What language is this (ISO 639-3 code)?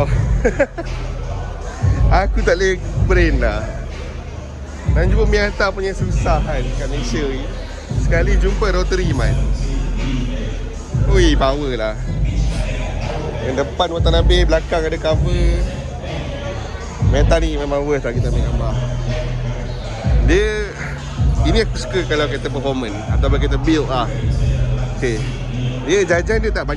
msa